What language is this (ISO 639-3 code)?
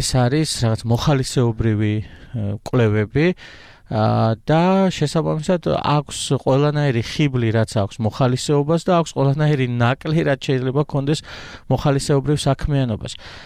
kat